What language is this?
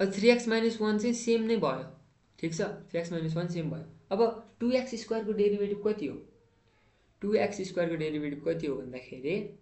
Nepali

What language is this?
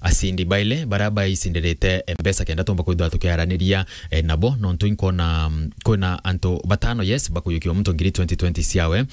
Meru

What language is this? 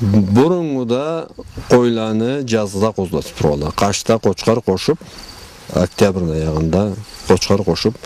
Karachay-Balkar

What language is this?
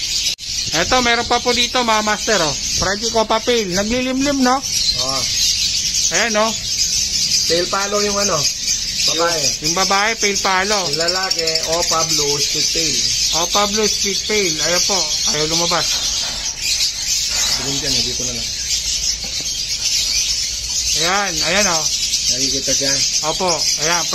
Filipino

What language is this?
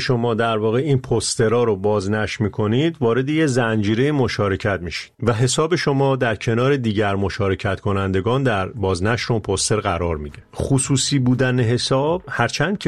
Persian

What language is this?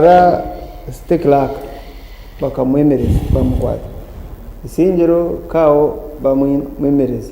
Nyankole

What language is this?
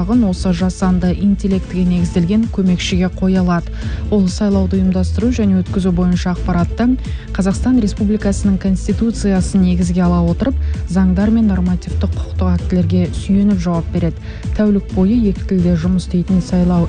Kazakh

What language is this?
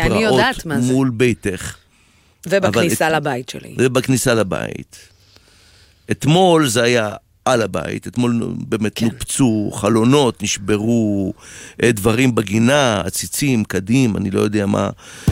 Hebrew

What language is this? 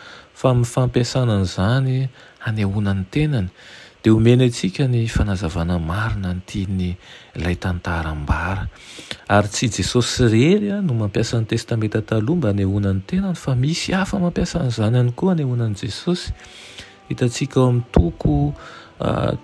Malagasy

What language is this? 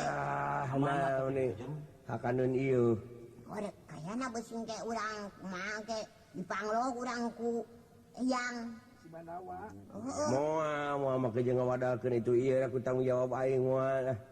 Sundanese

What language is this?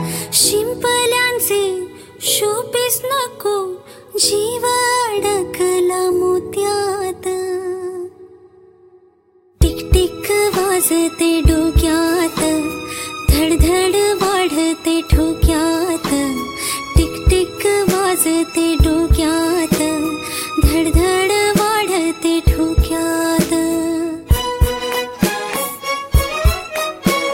Marathi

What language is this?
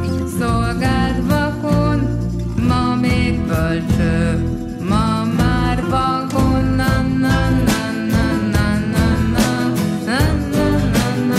Hungarian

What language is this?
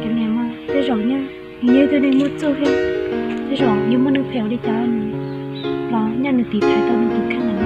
Hmong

